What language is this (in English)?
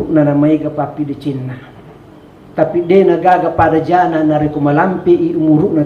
Buginese